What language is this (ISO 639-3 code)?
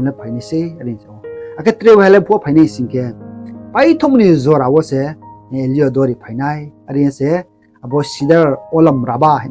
ria